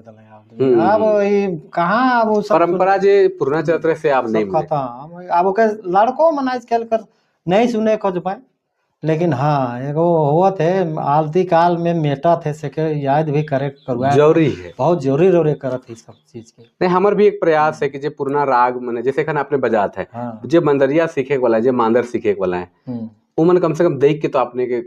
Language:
Sadri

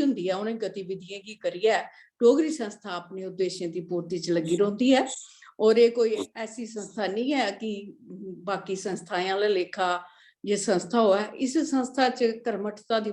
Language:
Dogri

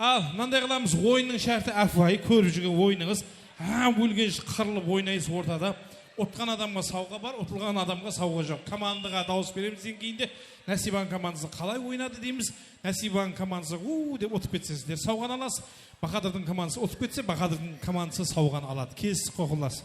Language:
Kara-Kalpak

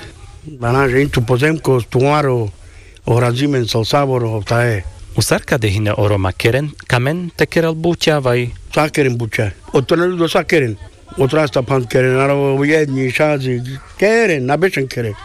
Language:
Carpathian Romani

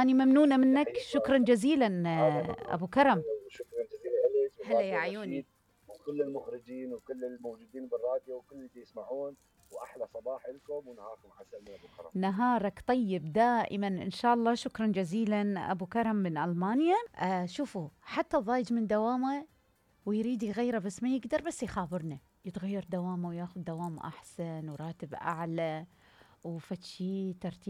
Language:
Mesopotamian Arabic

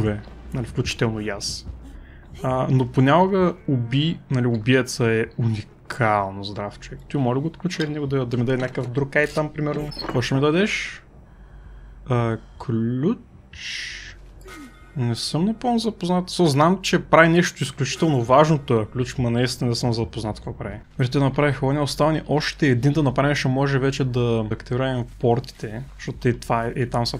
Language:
Bulgarian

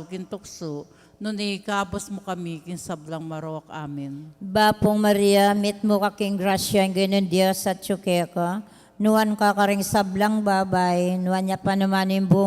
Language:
Pampanga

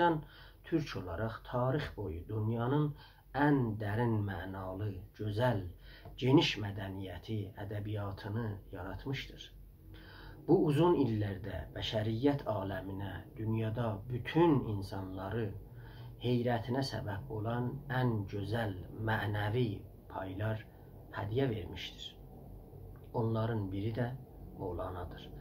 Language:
South Azerbaijani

